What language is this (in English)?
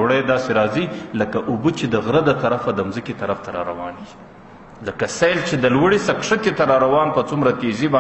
Pashto